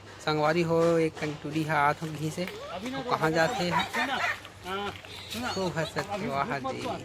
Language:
Chhattisgarhi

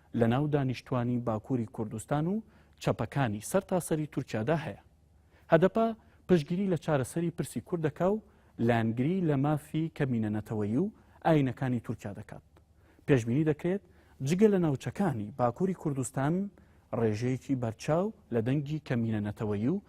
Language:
Central Kurdish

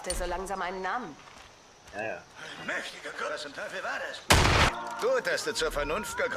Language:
Swiss German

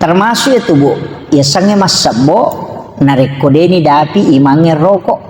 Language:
Buginese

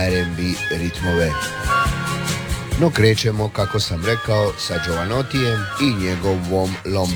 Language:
Croatian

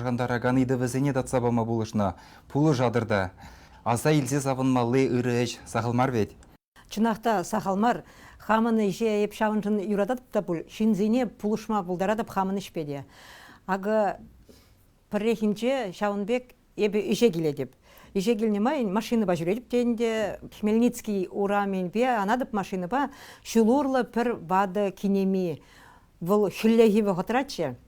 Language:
Chuvash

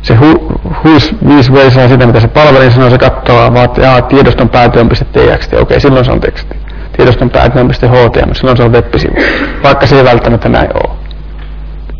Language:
Finnish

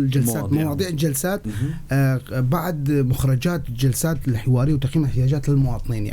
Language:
North Levantine Arabic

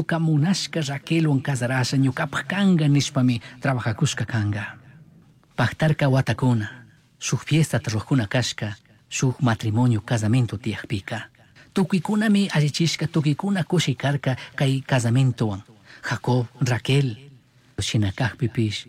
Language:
Chimborazo Highland Quichua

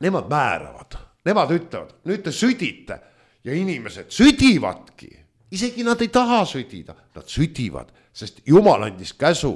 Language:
Estonian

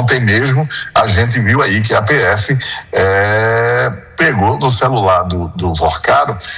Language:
Portuguese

